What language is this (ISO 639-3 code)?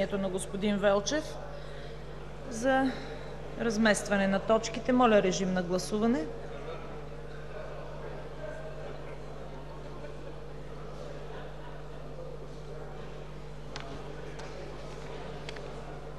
bul